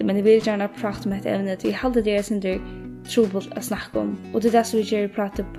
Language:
Faroese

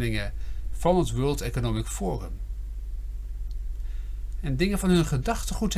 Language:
Dutch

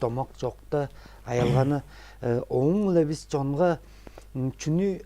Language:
Tuvinian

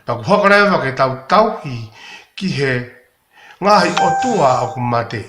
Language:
Tongan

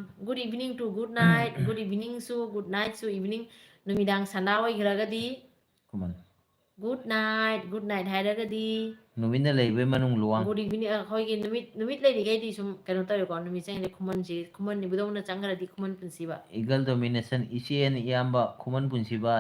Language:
Manipuri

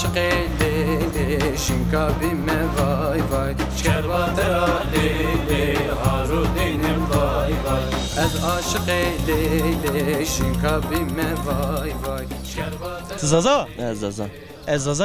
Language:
Zaza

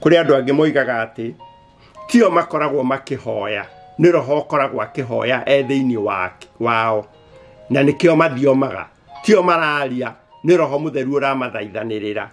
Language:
Kikuyu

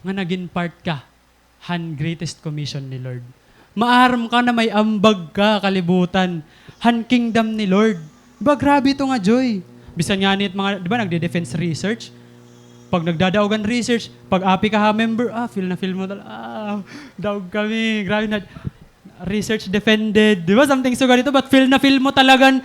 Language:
Waray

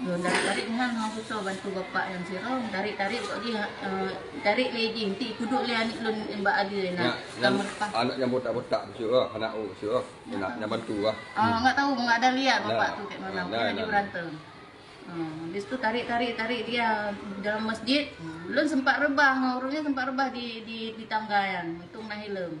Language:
Achinese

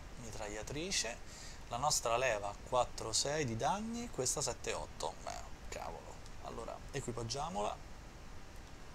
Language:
Italian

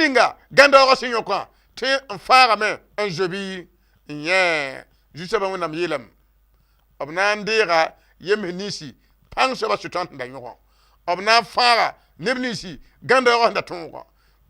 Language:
Mossi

